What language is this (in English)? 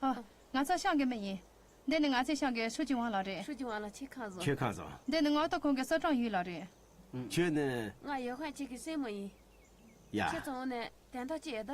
Tibetan